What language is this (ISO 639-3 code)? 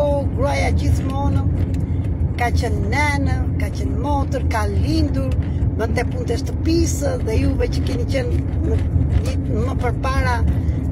sqi